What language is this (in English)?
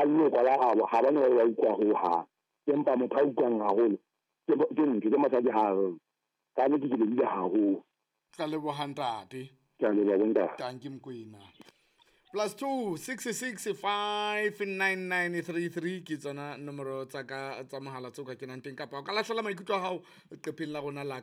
Southern Sotho